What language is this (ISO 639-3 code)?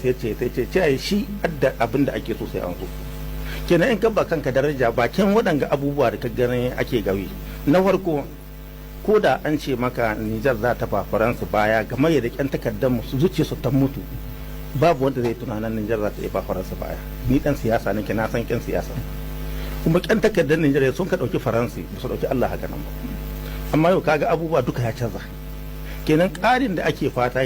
hau